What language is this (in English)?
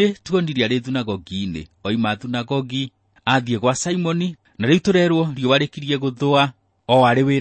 Kikuyu